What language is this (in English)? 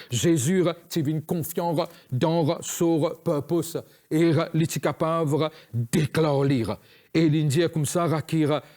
Morisyen